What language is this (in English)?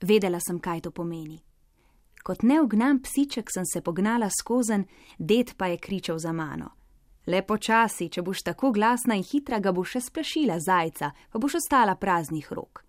Slovenian